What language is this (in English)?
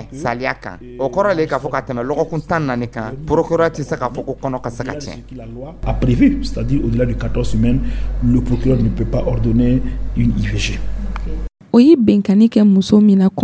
Dyula